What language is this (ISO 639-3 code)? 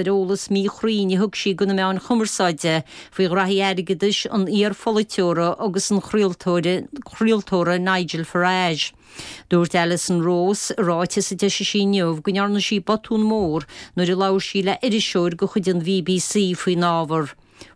gle